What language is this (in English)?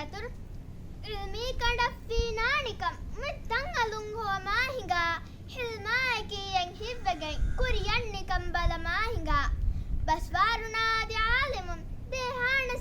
Divehi